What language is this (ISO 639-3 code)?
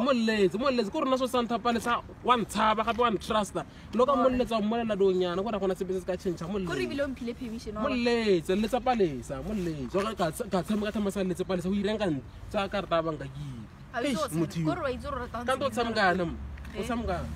tsn